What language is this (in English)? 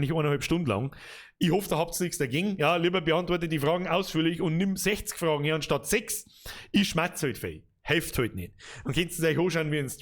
Bavarian